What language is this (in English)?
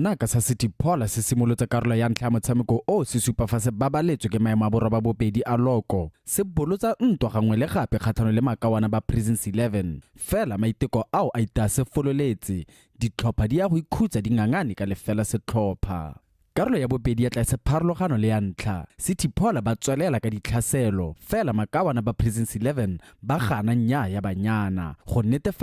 Tswana